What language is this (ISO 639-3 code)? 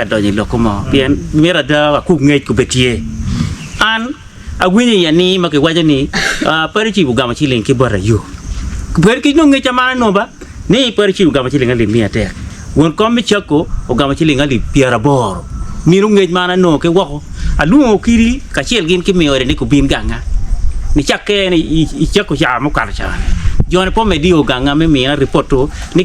ach